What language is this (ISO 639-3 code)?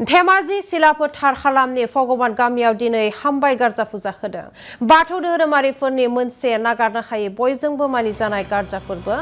brx